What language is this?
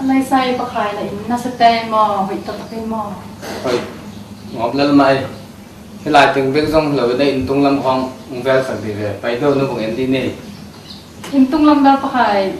Tedim Chin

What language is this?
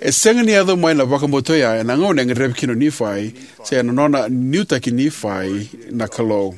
Fijian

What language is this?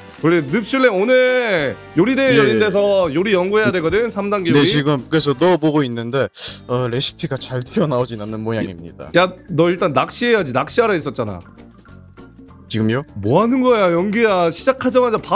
Korean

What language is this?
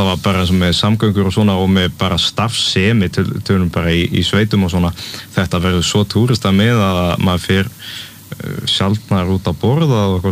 Icelandic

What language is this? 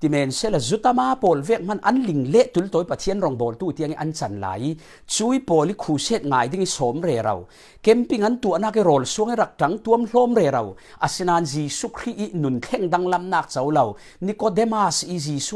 Falam Chin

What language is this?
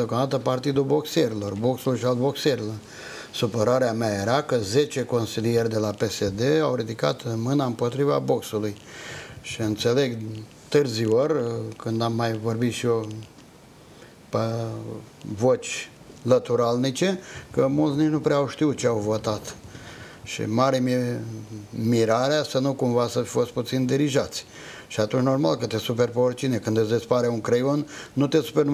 Romanian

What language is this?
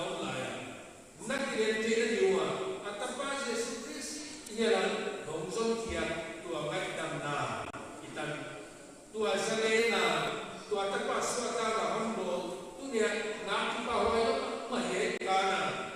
Paite Chin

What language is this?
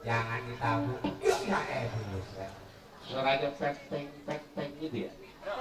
Betawi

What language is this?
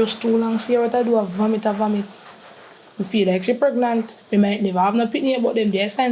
Jamaican Creole English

